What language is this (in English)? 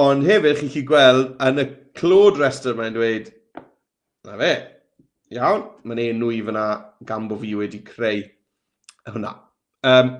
Welsh